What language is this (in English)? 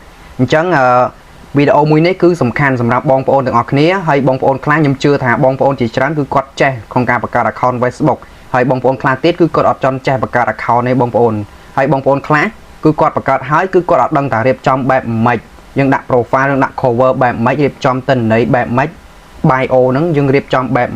Khmer